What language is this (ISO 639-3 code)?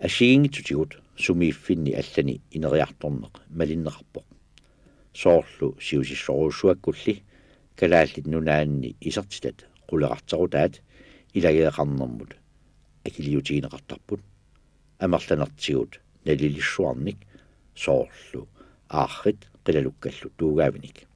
kal